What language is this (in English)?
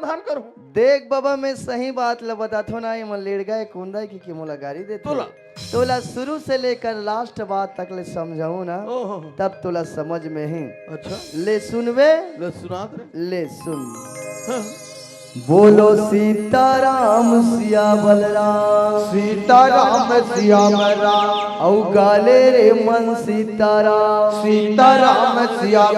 Chhattisgarhi